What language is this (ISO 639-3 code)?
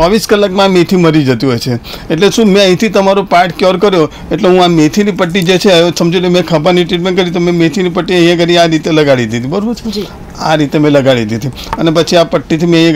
guj